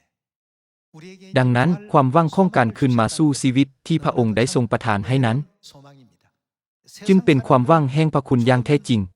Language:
Lao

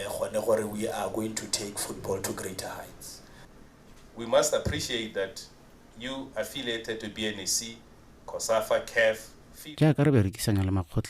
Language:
Tswana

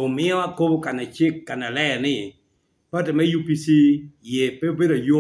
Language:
Lango (Uganda)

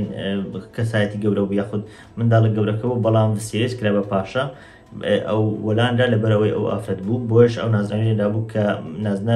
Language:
Central Kurdish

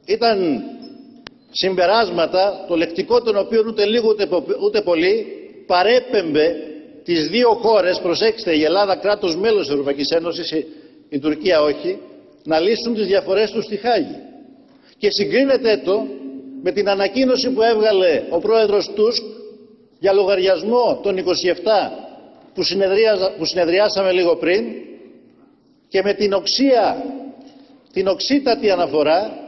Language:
Greek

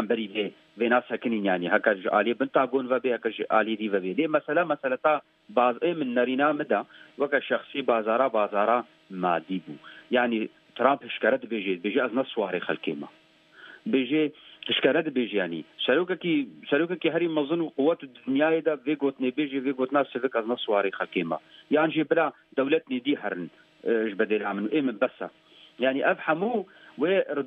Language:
Kurdish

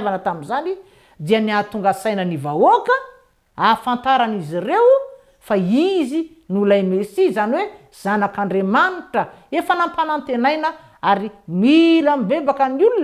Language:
Malagasy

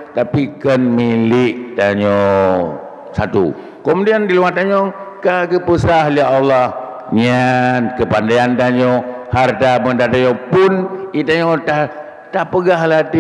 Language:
Achinese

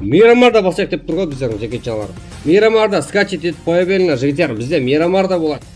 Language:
Kara-Kalpak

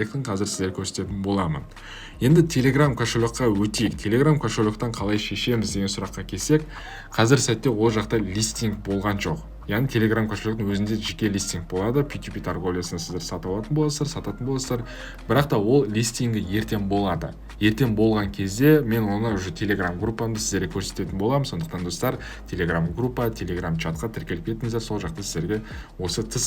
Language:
Kazakh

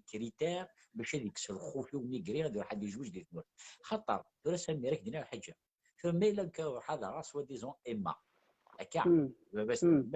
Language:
Kabyle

